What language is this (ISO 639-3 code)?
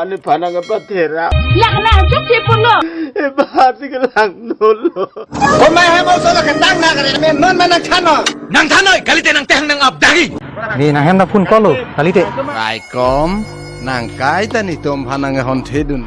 mjw